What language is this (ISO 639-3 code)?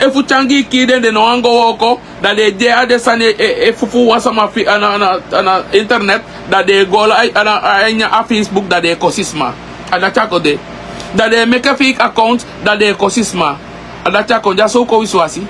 srn